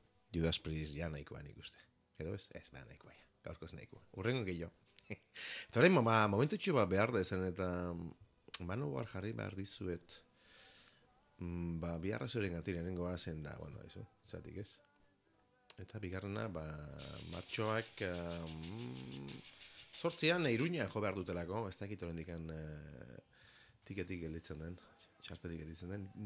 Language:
Basque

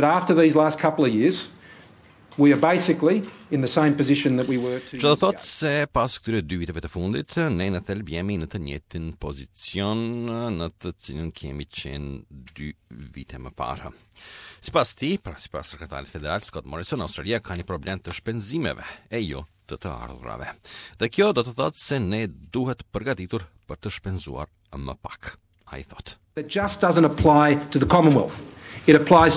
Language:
Albanian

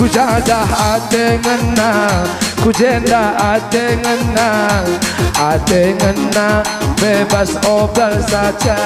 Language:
Batak Karo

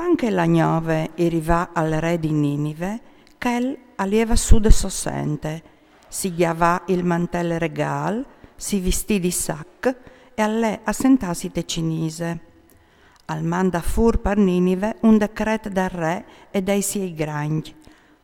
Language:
Friulian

